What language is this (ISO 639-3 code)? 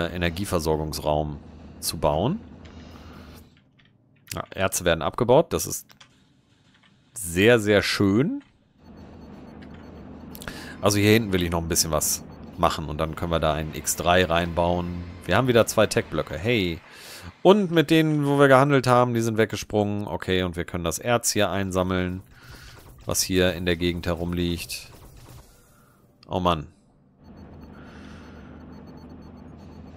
deu